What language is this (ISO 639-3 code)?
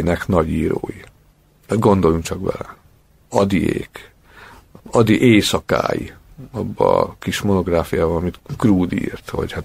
hun